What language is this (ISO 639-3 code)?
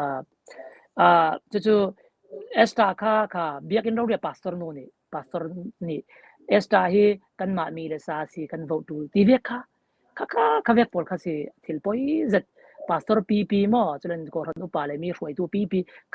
cfm